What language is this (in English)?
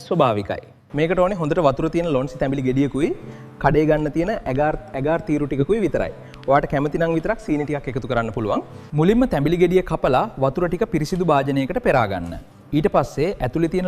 Sinhala